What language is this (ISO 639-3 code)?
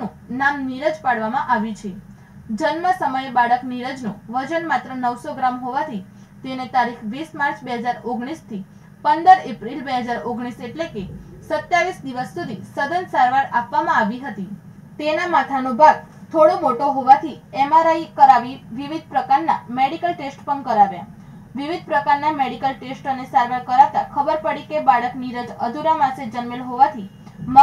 guj